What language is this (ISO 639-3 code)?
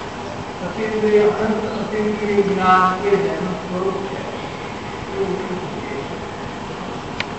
guj